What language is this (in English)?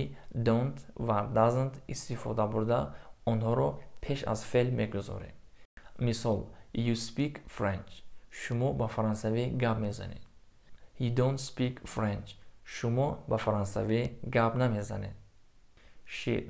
Tajik